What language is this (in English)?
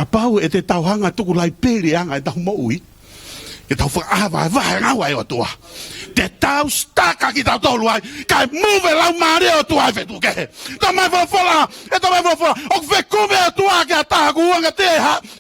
Tongan